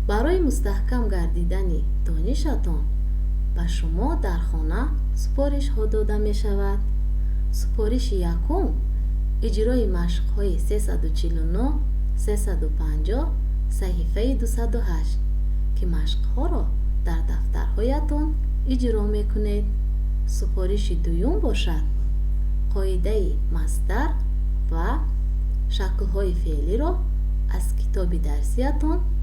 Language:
Tajik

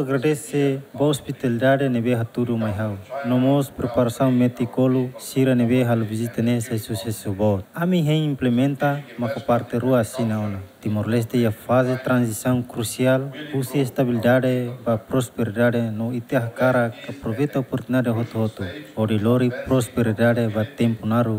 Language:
Tetum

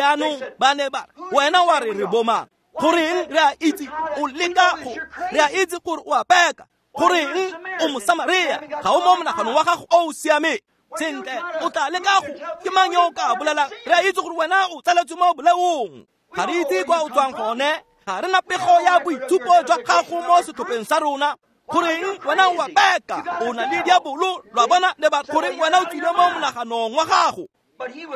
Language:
Tswana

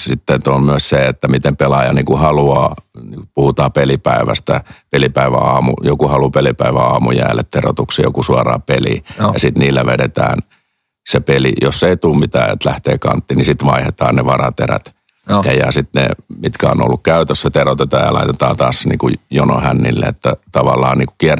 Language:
Finnish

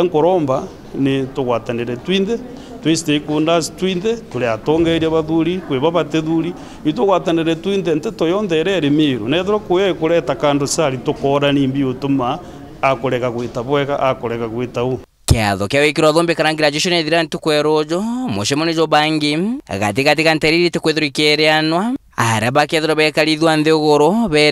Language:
Meru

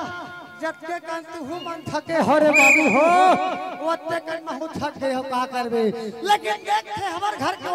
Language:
Chhattisgarhi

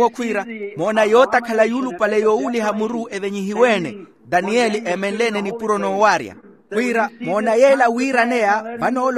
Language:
Makhuwa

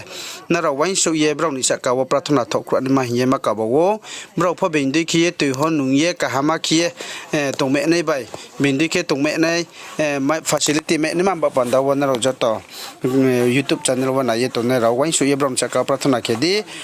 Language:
Riang (India)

